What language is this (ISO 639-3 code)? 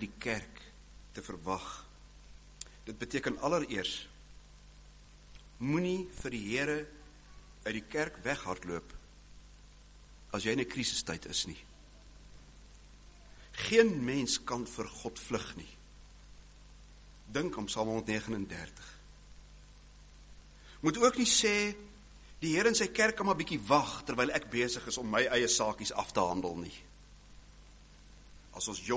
afr